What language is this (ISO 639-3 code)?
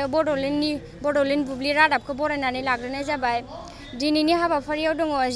brx